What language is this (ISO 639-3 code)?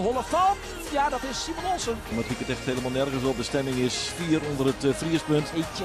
fry